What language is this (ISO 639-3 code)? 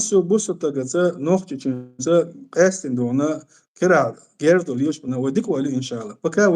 che